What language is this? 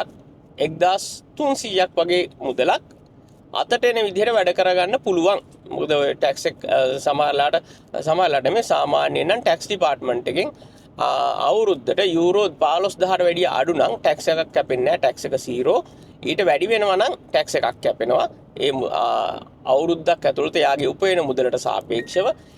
Sinhala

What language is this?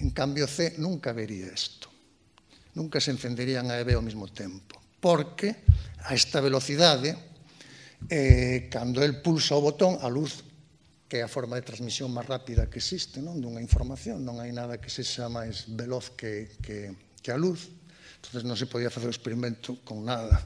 Galician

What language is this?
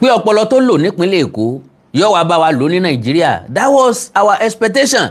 Yoruba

